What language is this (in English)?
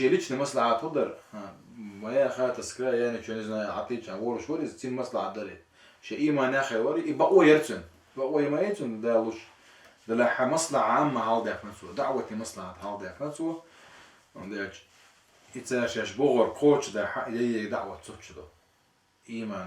Chechen